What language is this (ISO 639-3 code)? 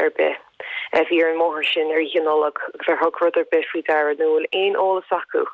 gle